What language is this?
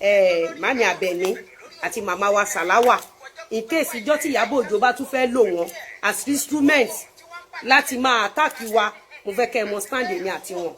Yoruba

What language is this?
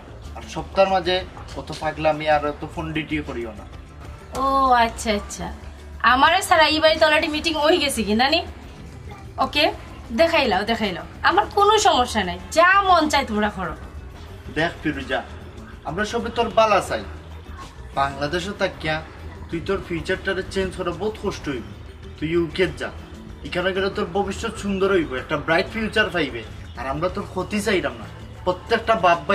Sylheti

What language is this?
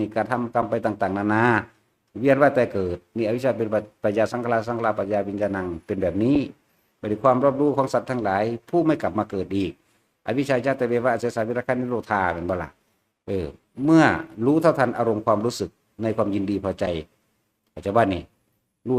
Northeastern Thai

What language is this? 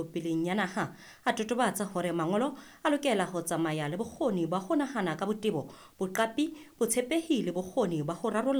Southern Sotho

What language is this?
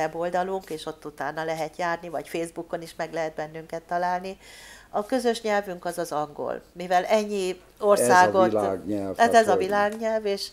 Hungarian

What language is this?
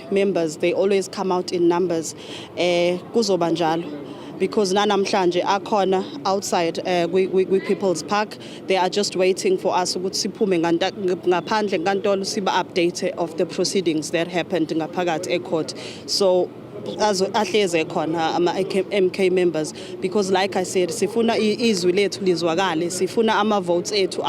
Zulu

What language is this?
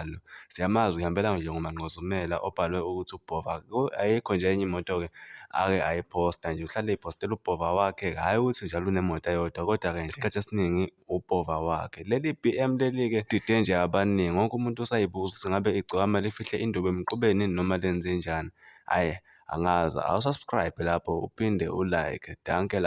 Zulu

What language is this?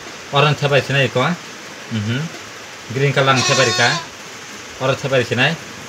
Kok Borok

